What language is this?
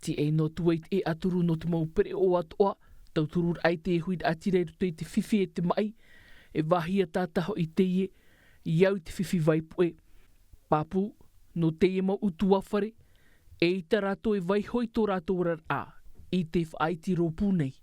Tahitian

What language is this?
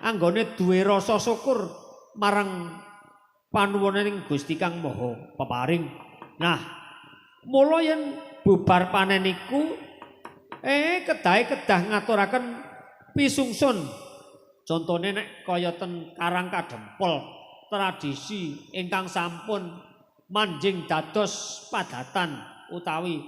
Javanese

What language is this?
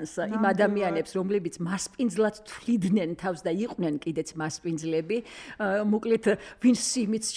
Georgian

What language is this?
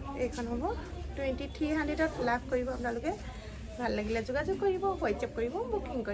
Assamese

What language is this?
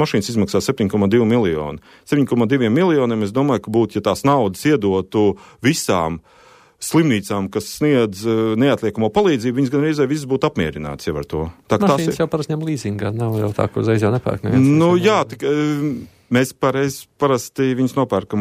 Latvian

